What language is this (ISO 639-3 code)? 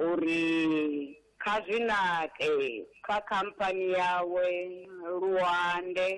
ven